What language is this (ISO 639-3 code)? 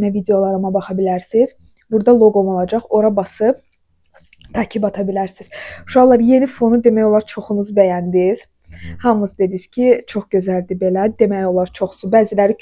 aze